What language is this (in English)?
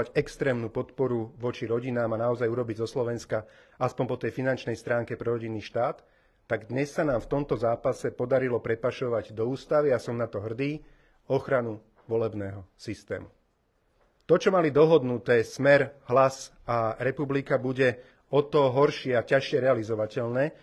Slovak